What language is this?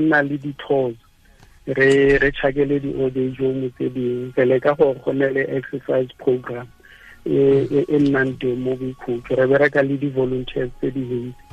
Tswana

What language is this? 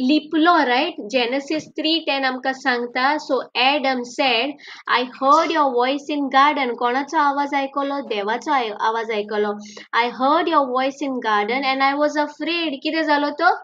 Konkani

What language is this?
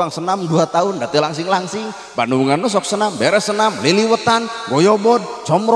Sundanese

